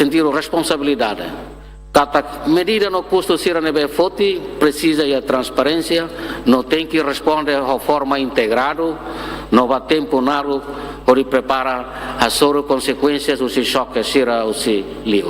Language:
Tetum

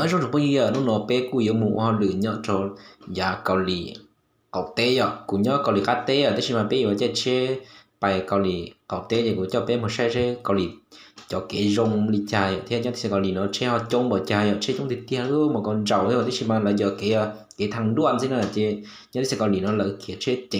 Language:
Hmong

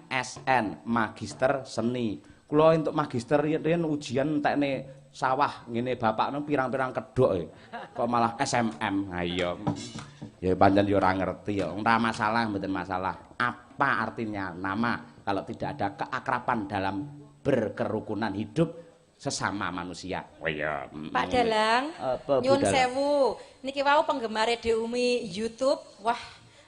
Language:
Javanese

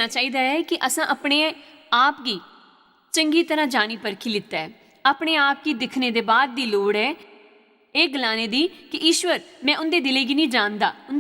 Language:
Dogri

